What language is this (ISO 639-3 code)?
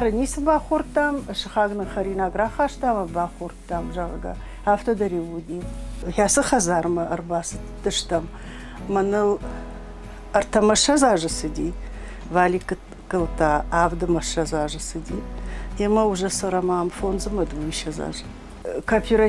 oss